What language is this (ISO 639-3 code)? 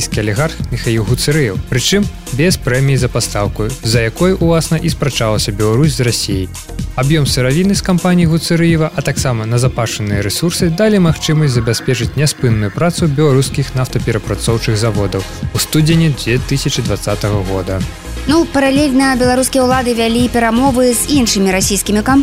bel